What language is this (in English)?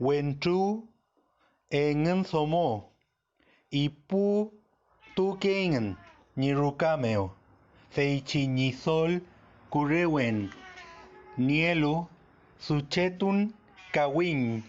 Mapuche